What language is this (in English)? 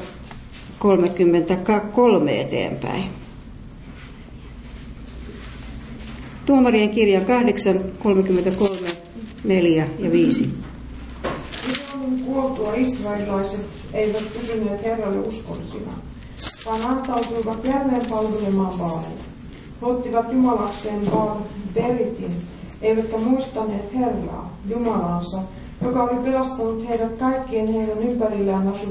Finnish